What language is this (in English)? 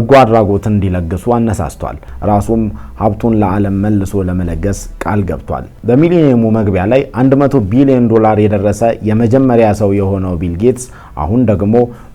Amharic